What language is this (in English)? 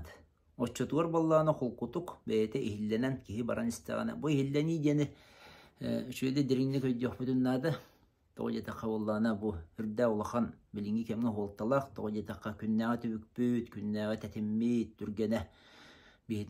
Yakut